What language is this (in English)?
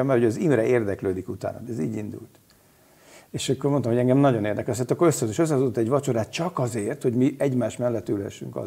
Hungarian